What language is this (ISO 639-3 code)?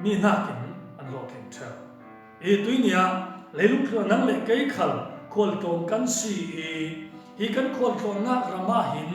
cfm